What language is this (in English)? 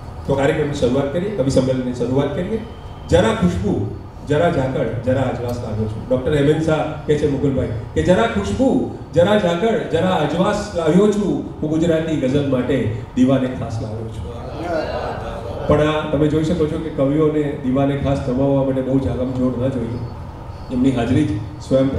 Gujarati